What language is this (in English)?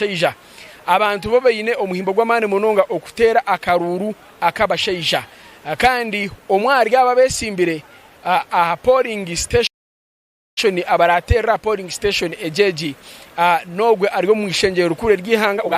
Nyankole